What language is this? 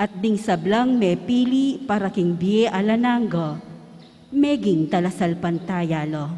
Pampanga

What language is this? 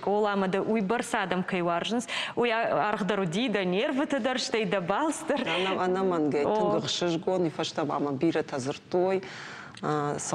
Ossetic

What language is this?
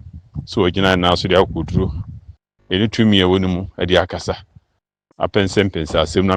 Akan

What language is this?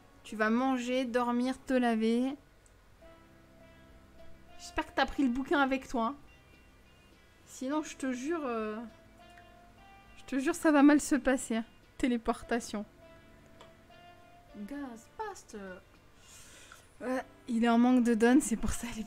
French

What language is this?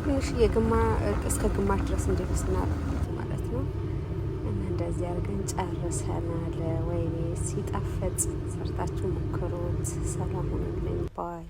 Amharic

